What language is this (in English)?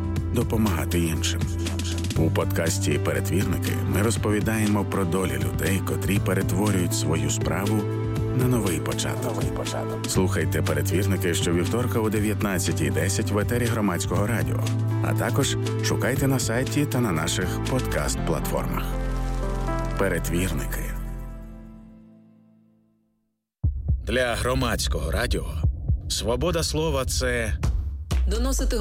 Ukrainian